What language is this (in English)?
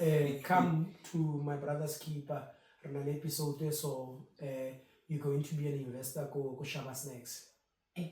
Tswana